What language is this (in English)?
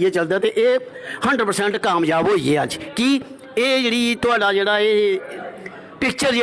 Dogri